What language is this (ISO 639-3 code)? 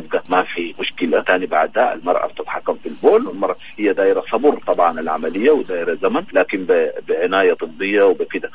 apd